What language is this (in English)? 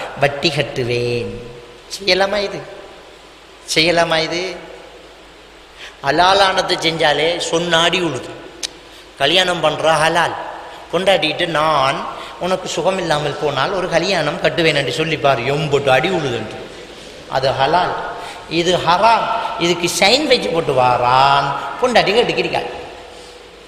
Tamil